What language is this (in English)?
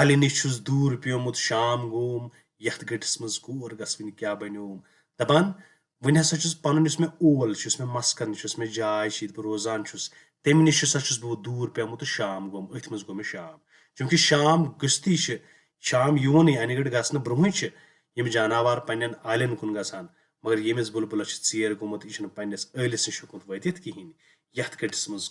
Kashmiri